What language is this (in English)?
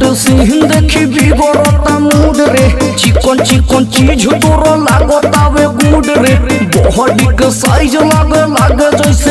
Bhojpuri